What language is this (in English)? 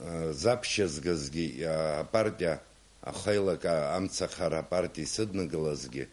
Abkhazian